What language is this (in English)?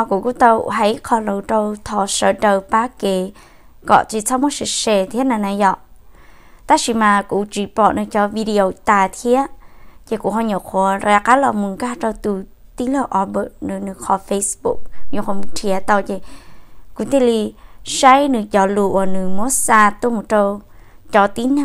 Hmong